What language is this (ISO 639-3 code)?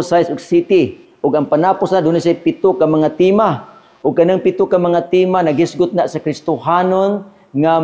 ceb